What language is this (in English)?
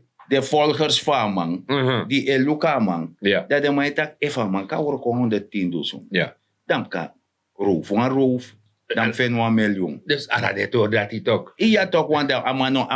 Sranan Tongo